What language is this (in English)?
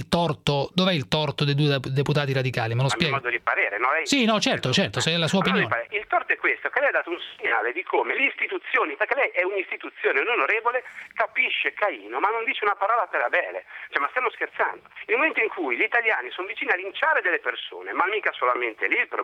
Italian